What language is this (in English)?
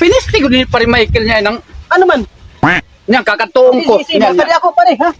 Waray